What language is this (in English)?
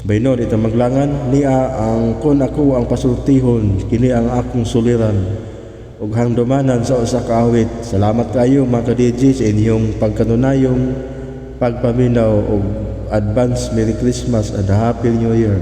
Cebuano